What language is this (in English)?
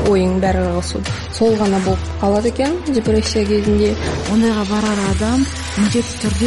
Kazakh